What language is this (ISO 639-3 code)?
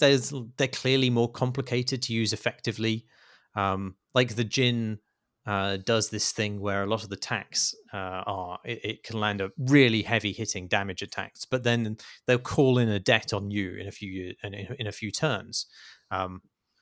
eng